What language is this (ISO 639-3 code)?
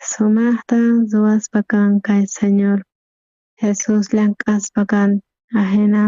quh